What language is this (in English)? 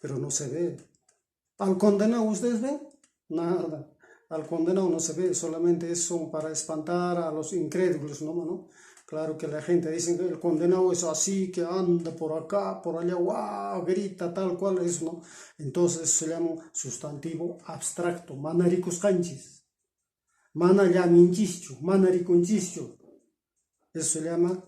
Quechua